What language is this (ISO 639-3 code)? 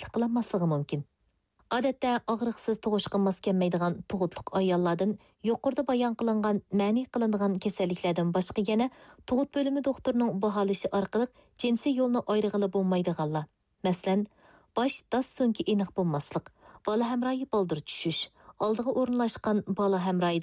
uig